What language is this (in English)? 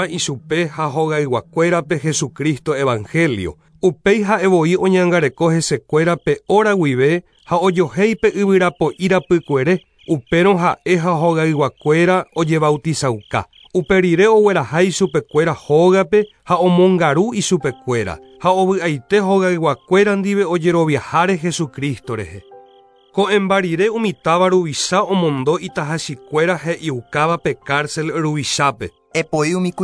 Guarani